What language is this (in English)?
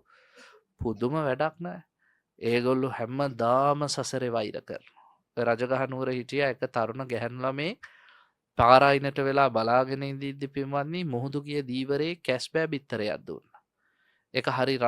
Sinhala